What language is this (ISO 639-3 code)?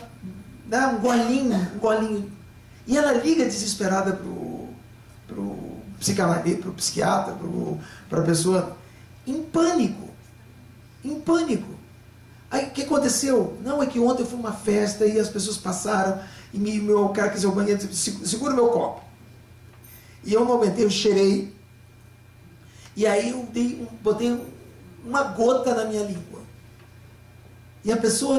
por